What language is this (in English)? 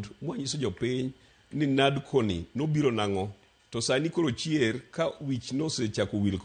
Luo (Kenya and Tanzania)